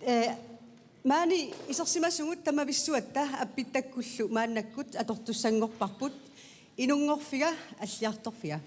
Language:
Kalaallisut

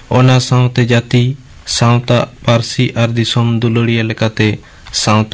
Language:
Santali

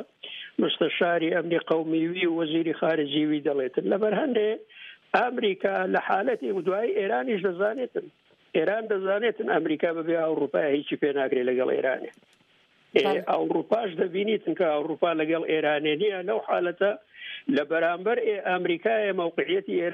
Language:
Central Kurdish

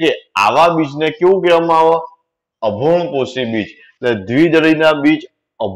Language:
Gujarati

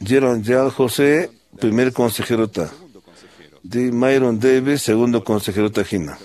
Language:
Quechua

